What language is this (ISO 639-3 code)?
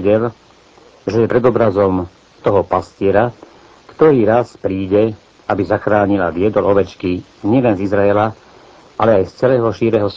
slk